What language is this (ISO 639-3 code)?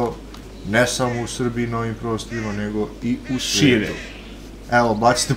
srp